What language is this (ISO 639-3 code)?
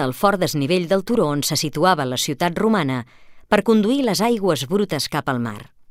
cat